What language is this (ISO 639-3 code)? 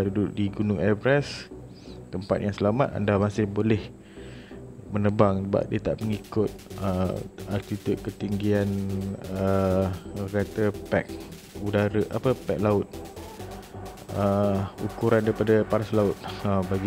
msa